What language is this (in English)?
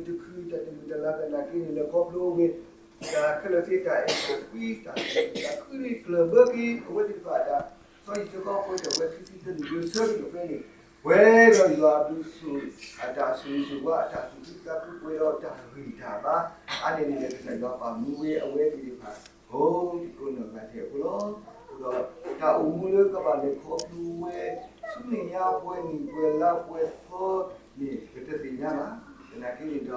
S'gaw Karen